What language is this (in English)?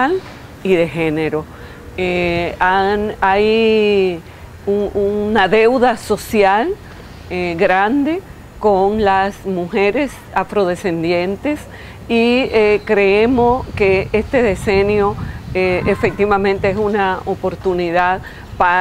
Spanish